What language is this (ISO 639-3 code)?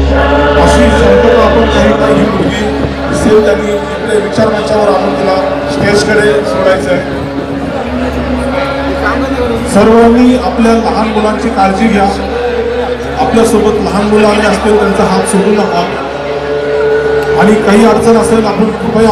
mar